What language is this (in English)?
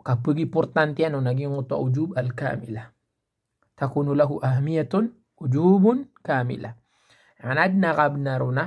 Maranao